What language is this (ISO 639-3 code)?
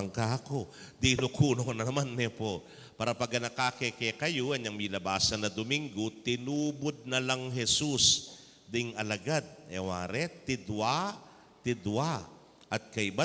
pam